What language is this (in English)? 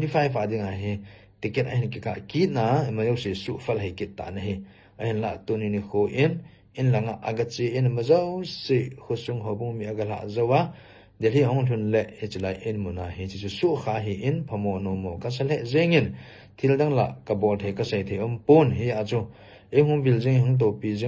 Thado Chin